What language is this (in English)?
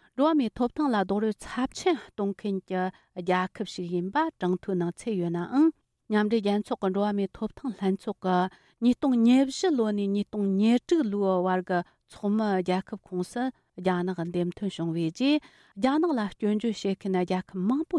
Tibetan